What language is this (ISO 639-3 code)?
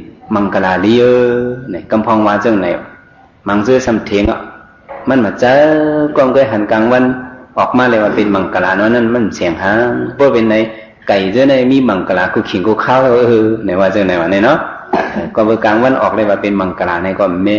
shn